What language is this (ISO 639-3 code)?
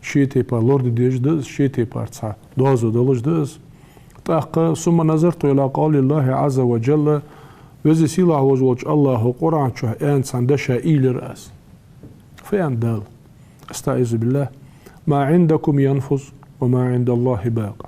inh